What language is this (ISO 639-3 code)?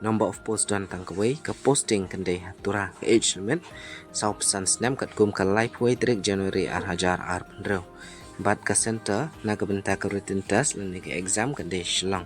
kha